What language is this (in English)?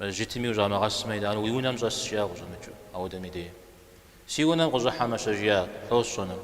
Kabardian